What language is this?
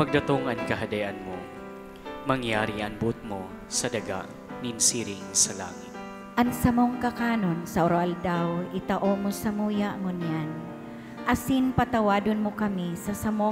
Bikol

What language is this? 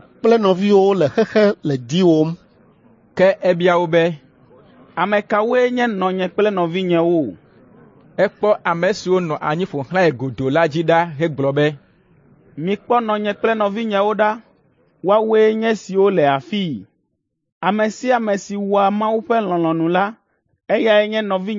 Ewe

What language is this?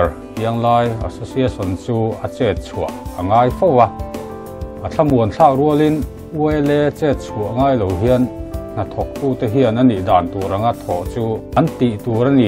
Mizo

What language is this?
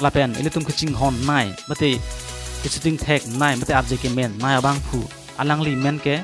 Karbi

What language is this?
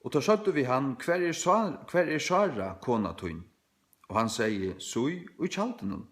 Faroese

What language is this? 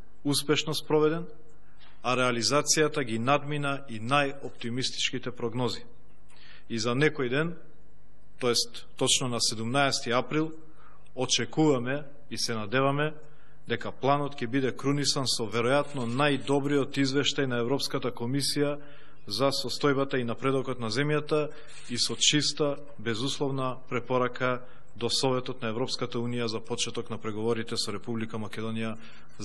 Macedonian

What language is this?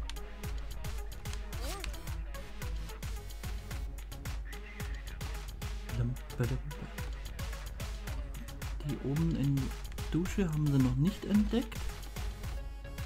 German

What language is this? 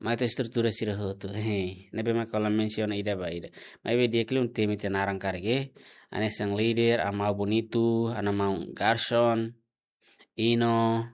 Tetum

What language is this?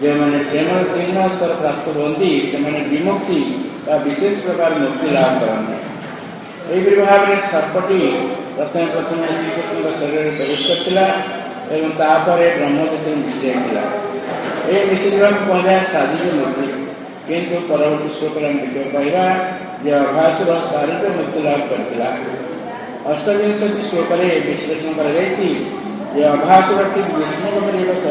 Odia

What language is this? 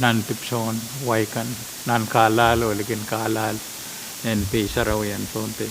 Pohnpeian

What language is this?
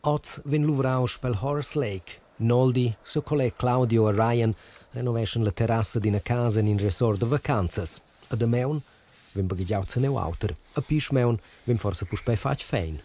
Romansh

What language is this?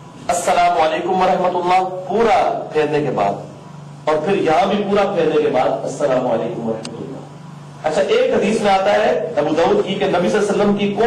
Urdu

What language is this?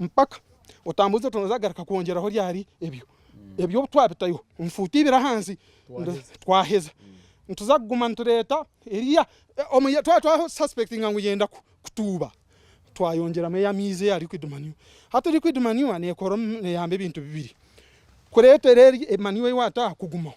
Nyankole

